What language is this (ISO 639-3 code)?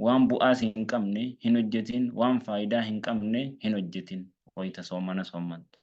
orm